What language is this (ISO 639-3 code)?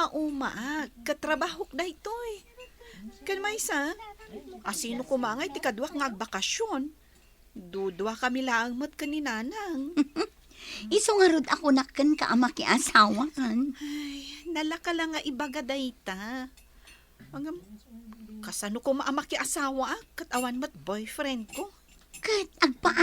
ilo